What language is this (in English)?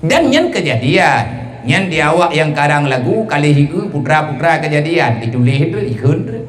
Achinese